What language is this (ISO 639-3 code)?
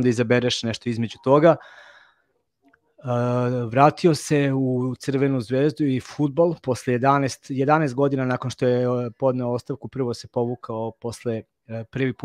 srp